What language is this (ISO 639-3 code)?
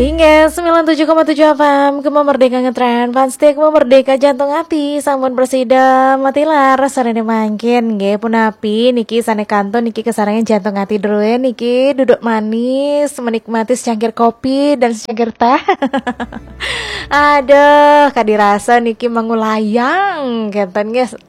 ban